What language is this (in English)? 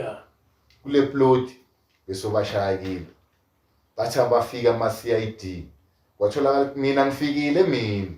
Zulu